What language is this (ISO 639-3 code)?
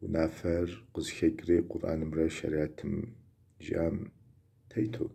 kbd